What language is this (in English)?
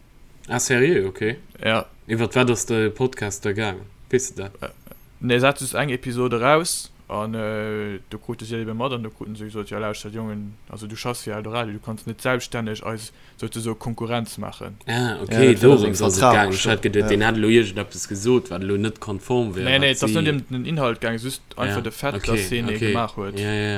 Luxembourgish